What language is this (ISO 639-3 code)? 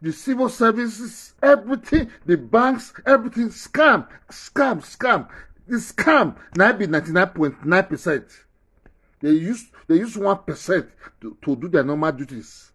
pcm